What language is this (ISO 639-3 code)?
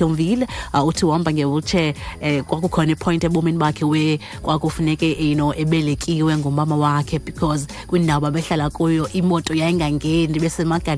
xho